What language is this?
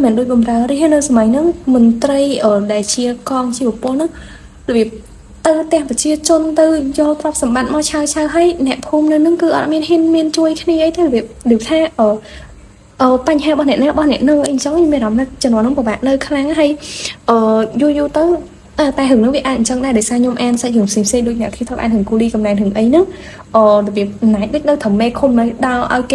Khmer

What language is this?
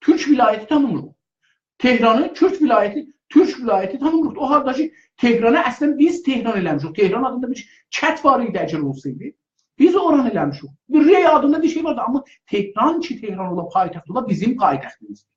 South Azerbaijani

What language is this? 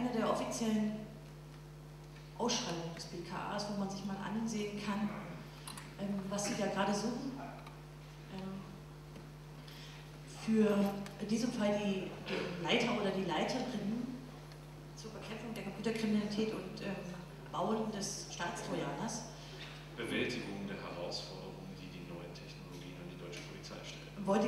German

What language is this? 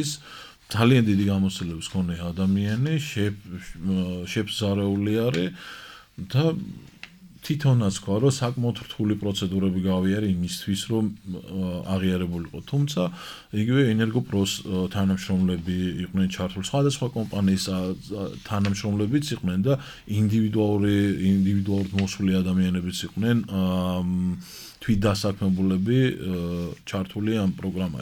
Georgian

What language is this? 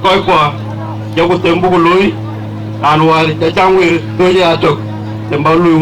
Dinka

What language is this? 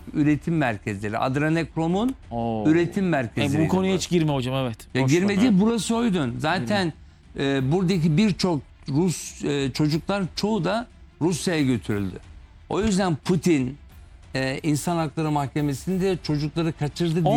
Turkish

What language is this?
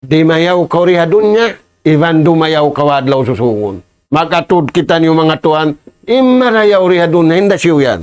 Tausug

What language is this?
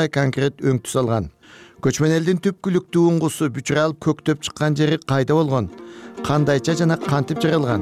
Kyrgyz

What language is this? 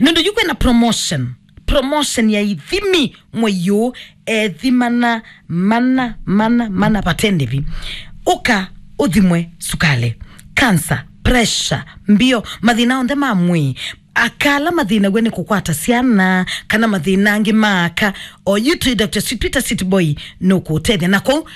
Kamba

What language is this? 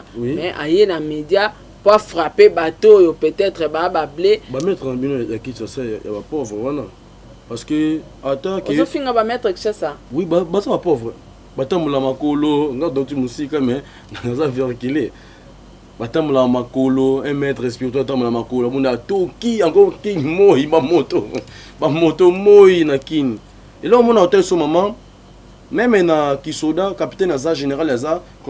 Lingala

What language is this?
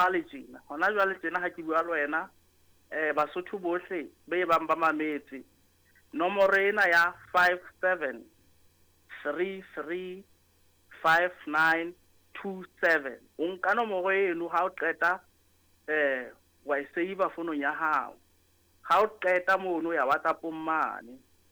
Southern Sotho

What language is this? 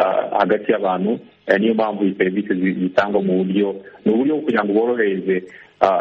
Kinyarwanda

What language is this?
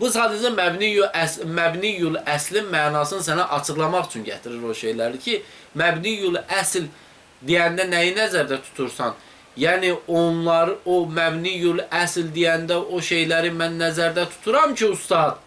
Azerbaijani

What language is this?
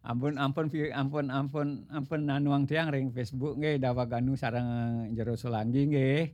Balinese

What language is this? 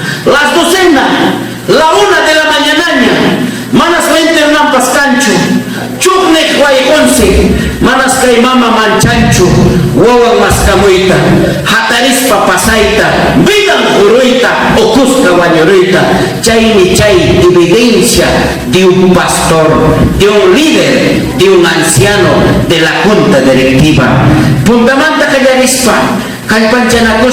Ayacucho Quechua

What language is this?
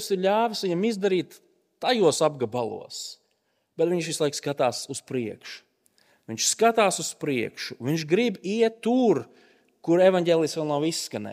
Latvian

